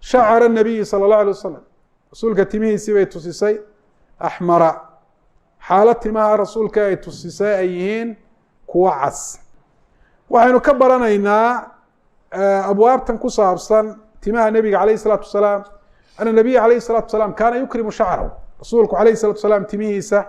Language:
Somali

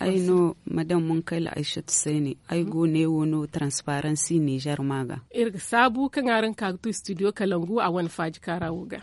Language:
Zarma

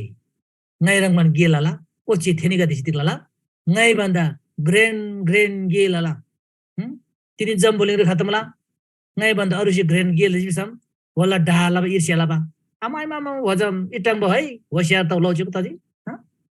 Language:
Eastern Tamang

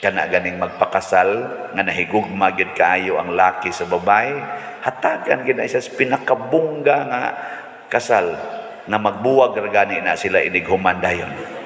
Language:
Cebuano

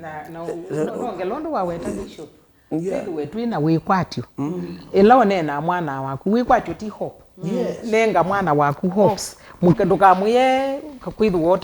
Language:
Kamba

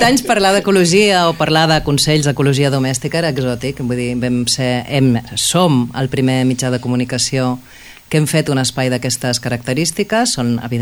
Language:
Catalan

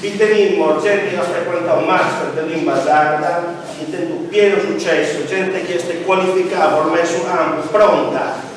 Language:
Sardinian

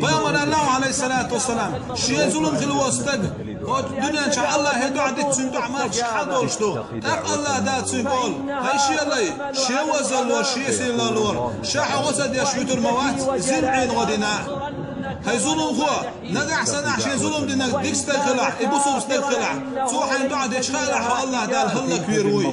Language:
Chechen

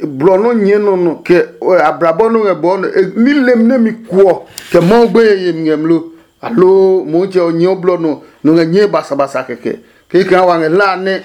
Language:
Adangme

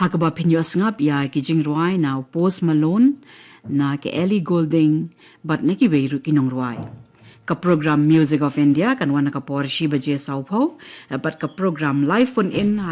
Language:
Khasi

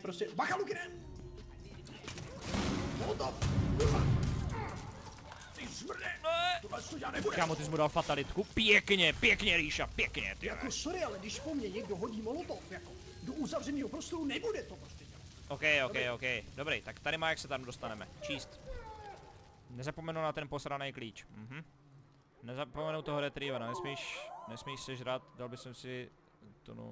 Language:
Czech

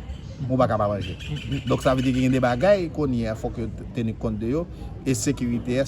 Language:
Haitian Creole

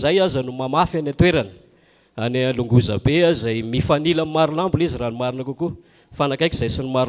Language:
Malagasy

